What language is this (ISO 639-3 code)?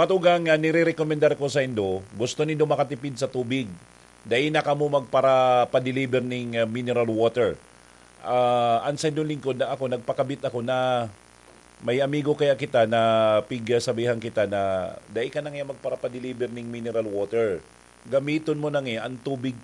bik